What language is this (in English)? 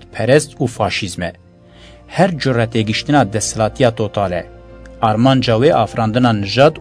Kurdish